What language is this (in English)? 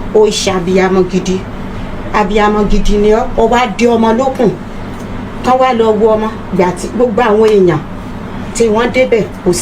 Yoruba